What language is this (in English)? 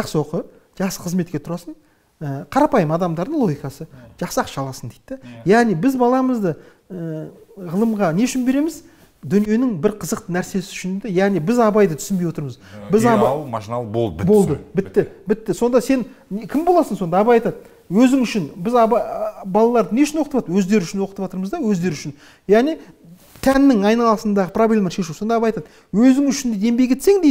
Kazakh